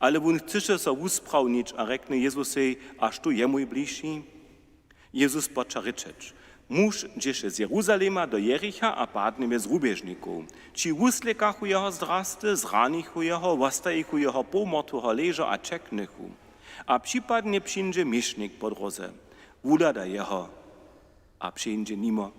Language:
Upper Sorbian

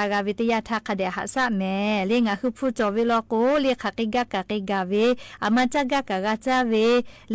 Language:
Lahu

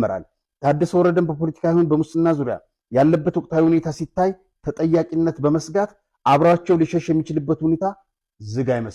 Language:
Amharic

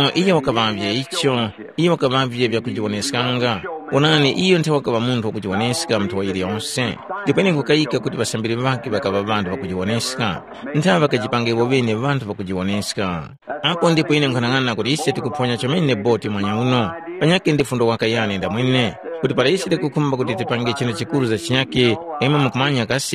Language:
Tumbuka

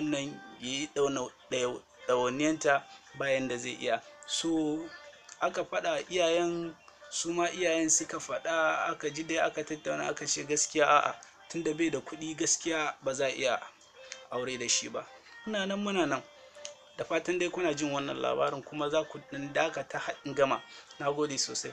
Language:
Hausa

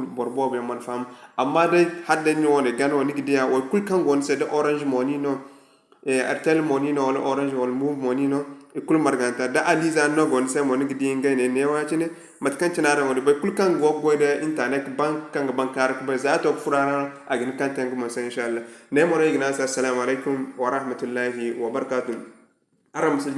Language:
Zarma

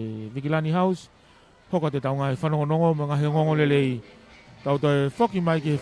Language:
Tongan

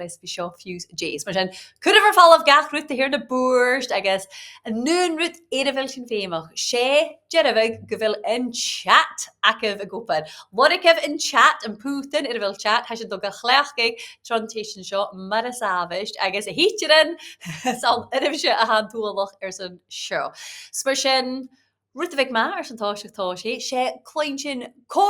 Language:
Scottish Gaelic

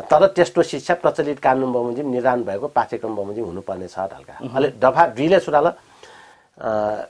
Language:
Newari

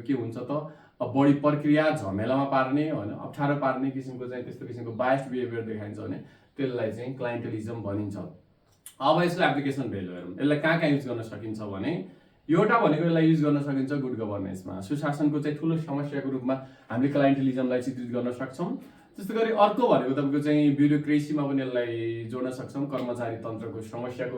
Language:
Nepali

